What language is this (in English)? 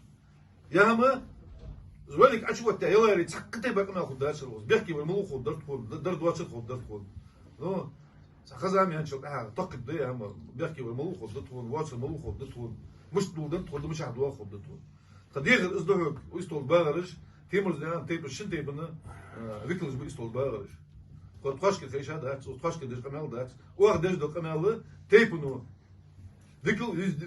Ingush